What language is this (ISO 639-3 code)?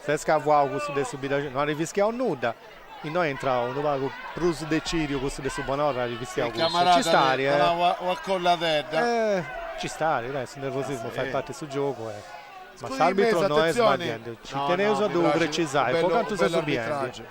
srd